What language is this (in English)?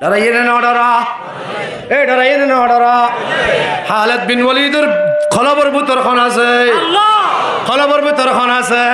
Rohingya